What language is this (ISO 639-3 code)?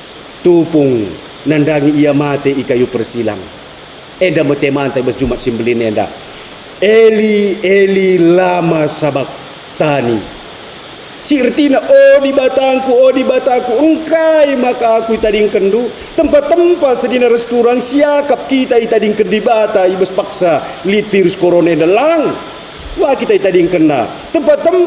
btx